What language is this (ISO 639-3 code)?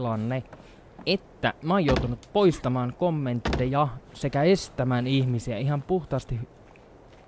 fin